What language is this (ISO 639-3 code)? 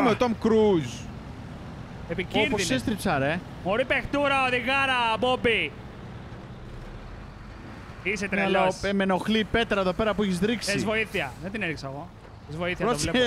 ell